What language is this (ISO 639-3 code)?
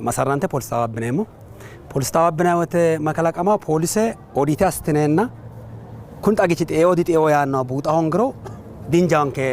sid